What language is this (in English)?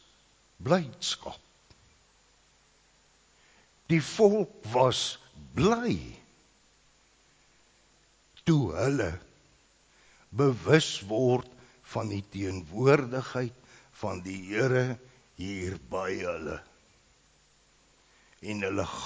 Afrikaans